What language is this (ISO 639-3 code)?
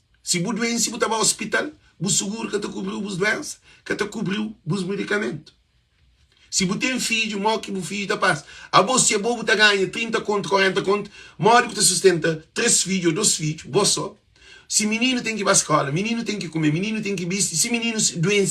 kea